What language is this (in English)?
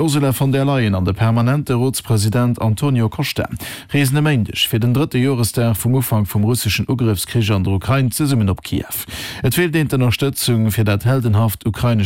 Luxembourgish